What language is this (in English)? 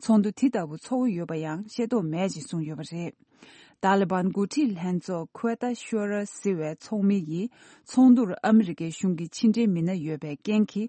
Tibetan